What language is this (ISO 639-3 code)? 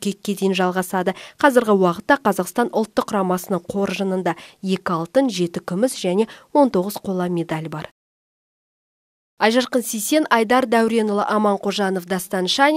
kaz